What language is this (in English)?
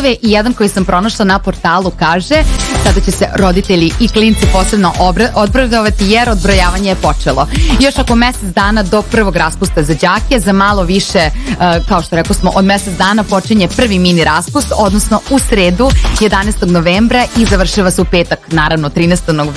Serbian